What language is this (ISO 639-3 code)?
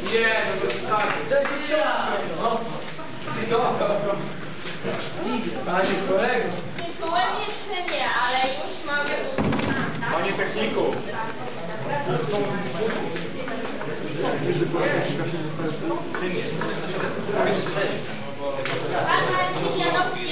pol